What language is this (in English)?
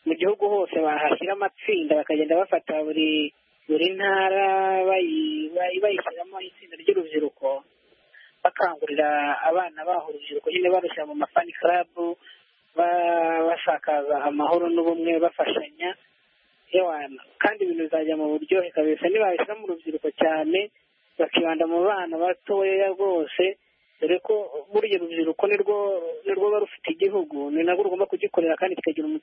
Kinyarwanda